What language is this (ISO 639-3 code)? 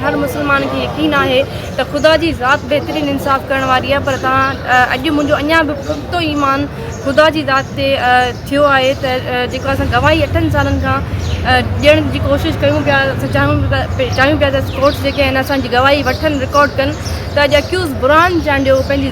snd